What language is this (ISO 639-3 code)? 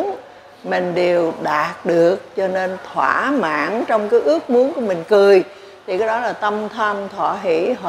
vie